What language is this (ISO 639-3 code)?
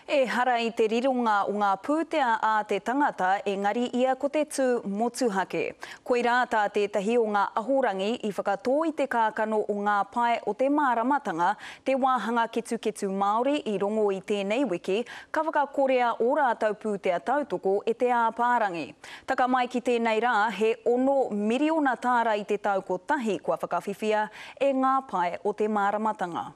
mri